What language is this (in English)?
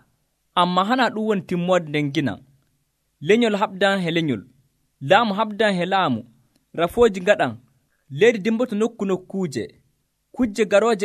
Nigerian Fulfulde